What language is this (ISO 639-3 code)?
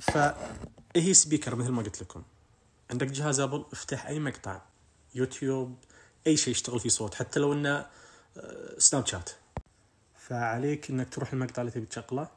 ars